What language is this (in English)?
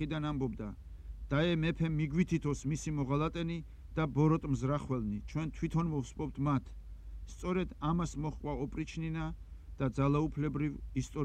Georgian